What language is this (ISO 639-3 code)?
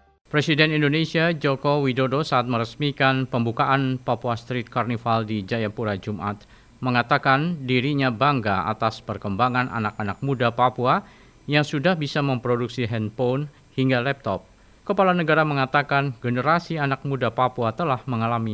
ind